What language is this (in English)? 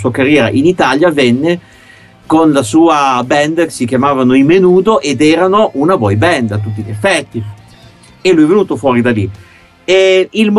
Italian